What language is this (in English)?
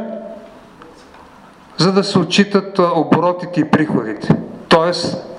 Bulgarian